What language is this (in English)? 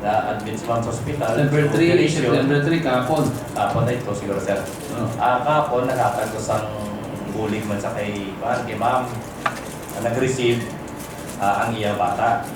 Hiligaynon